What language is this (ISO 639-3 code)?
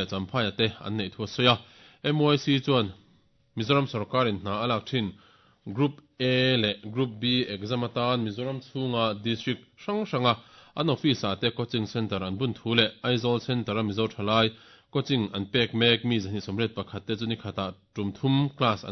lus